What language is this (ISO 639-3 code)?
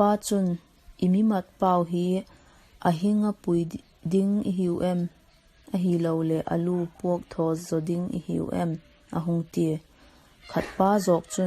vap